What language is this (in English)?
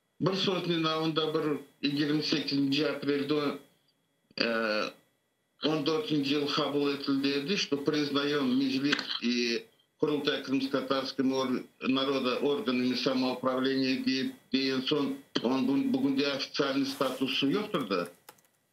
Crimean Tatar